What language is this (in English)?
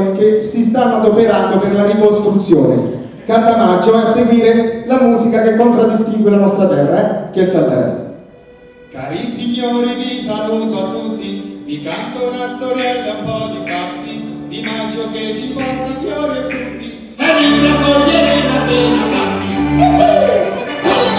Italian